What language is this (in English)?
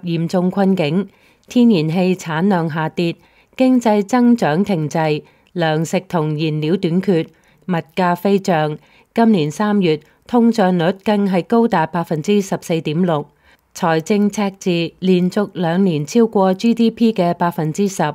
Cantonese